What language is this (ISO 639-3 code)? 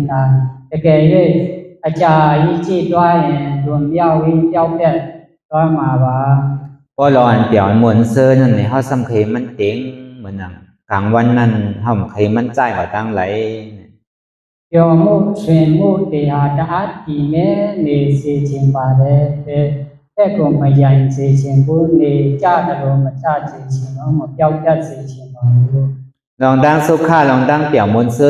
shn